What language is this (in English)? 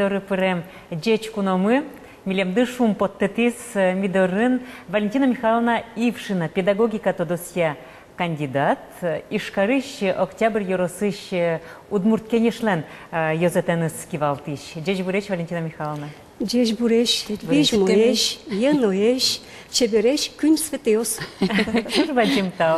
Udmurt